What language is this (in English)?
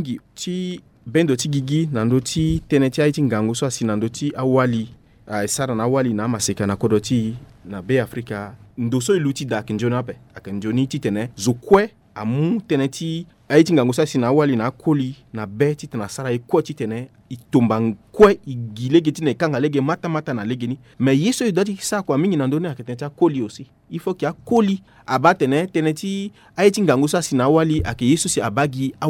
Sango